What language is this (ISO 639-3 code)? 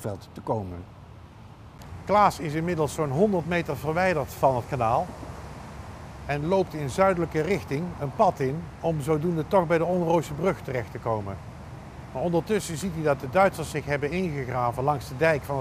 nld